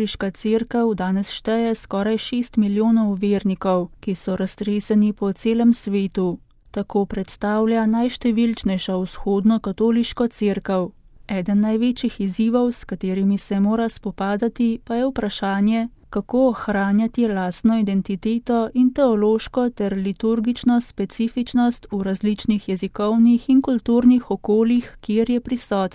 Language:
Slovenian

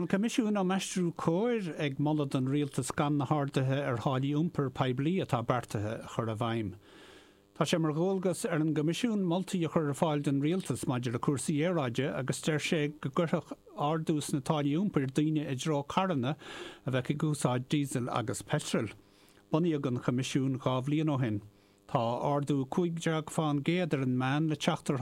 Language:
Irish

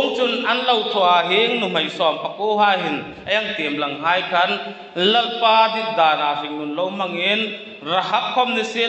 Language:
Hmar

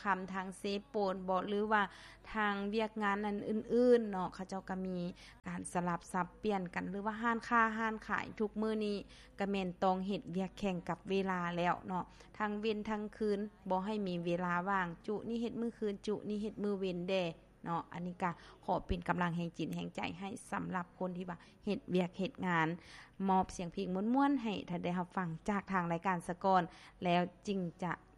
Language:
Lao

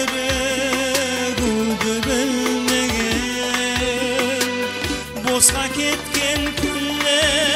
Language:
Kara-Kalpak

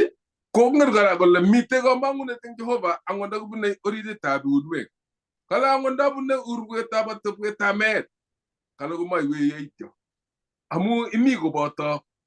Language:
Kalenjin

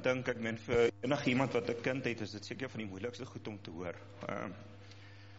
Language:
Afrikaans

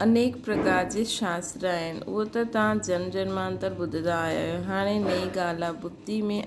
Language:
Sindhi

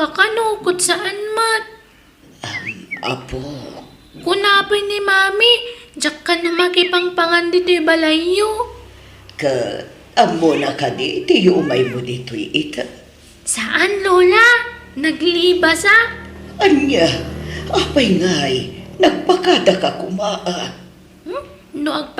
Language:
Iloko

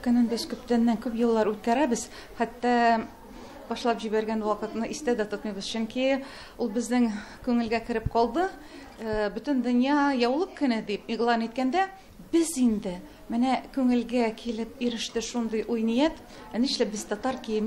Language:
Tatar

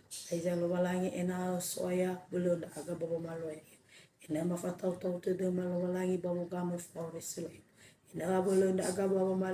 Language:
Nias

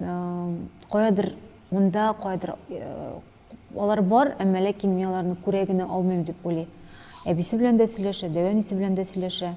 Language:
Tatar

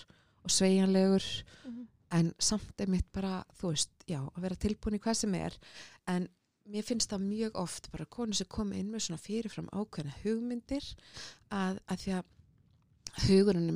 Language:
Icelandic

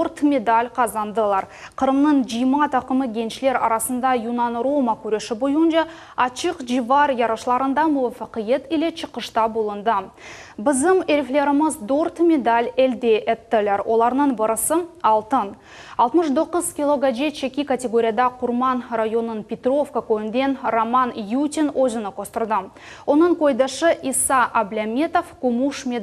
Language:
Crimean Tatar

